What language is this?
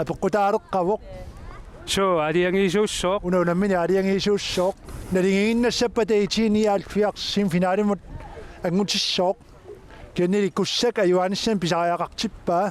Kalaallisut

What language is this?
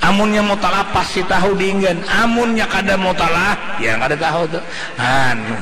Banjar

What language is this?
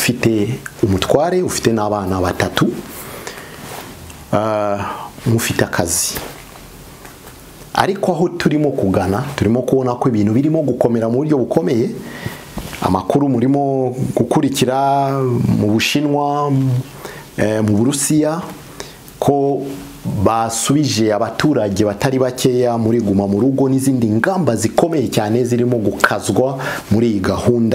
Kinyarwanda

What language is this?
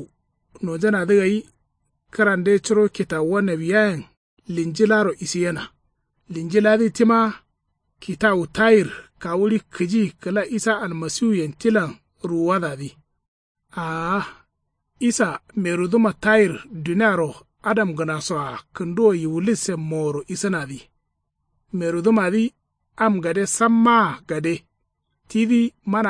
Kanuri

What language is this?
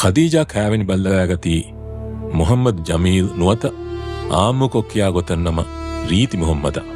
Divehi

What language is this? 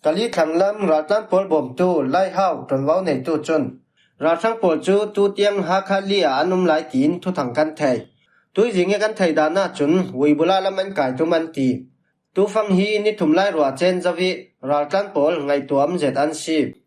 Falam Chin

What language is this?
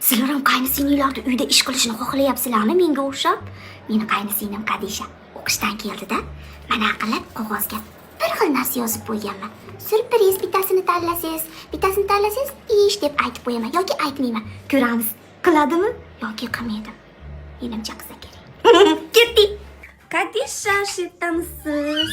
Uzbek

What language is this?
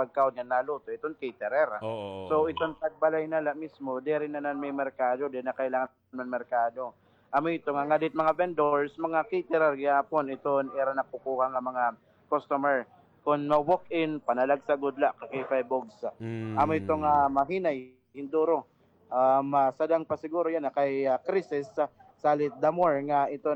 Waray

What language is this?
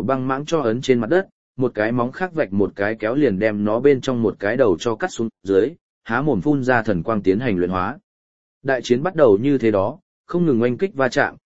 Vietnamese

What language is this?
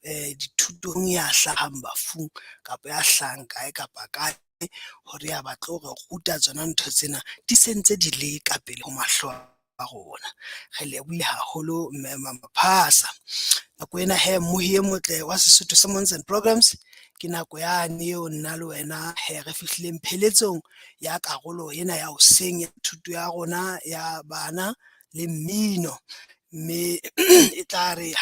Southern Sotho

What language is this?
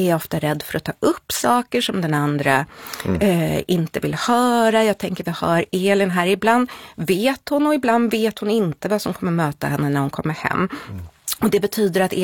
Swedish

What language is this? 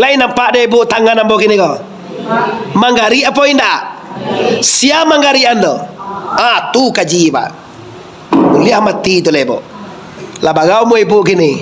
Minangkabau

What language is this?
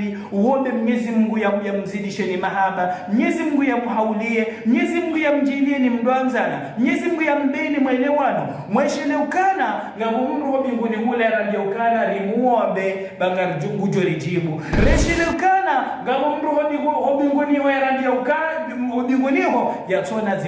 Ngazidja Comorian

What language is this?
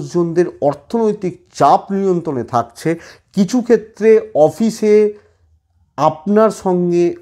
Bangla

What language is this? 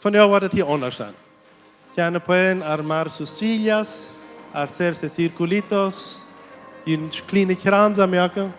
Plautdietsch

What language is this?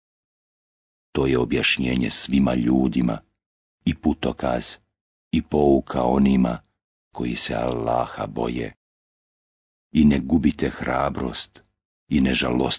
Bosnian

